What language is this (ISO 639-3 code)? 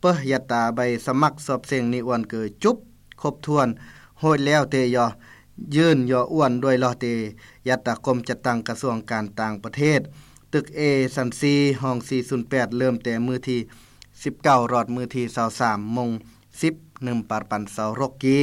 lao